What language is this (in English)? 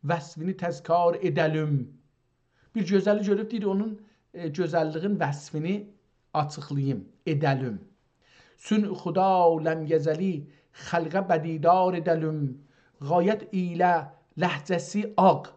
South Azerbaijani